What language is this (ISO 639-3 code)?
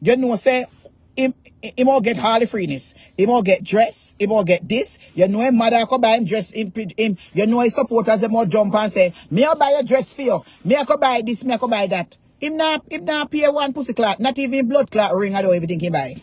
jam